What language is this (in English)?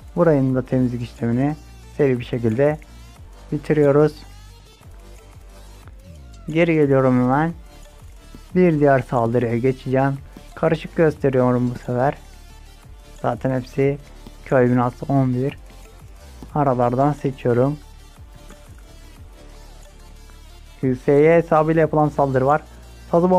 Turkish